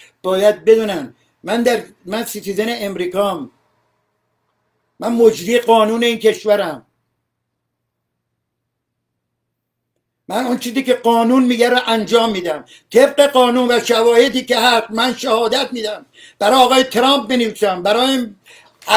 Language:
Persian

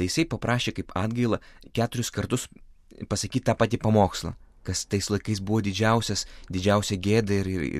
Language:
Lithuanian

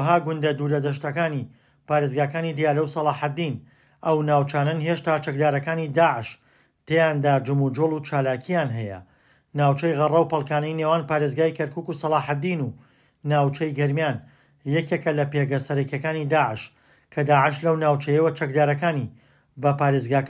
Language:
Central Kurdish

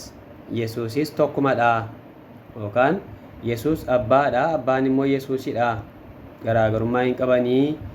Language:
Oromo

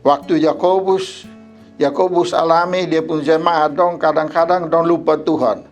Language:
Kupang Malay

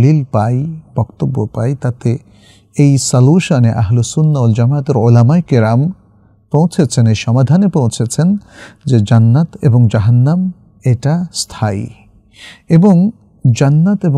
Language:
Bangla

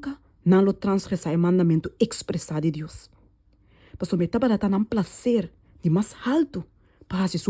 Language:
Papiamento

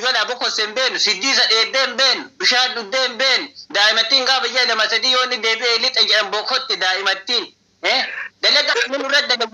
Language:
Oromo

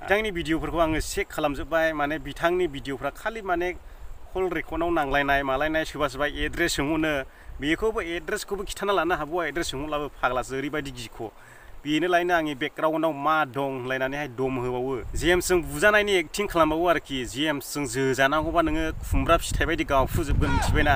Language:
Bodo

